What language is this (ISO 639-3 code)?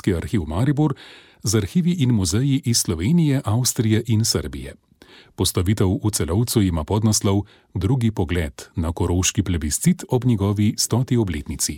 slv